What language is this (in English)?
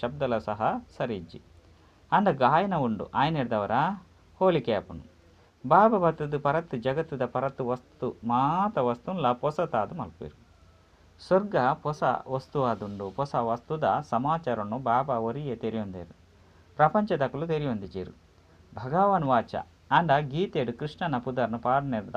Tulu